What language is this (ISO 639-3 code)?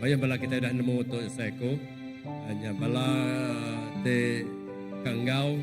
iba